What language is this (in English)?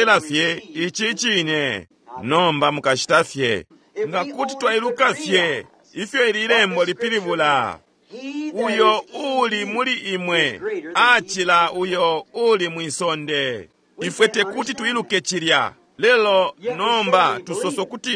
Bemba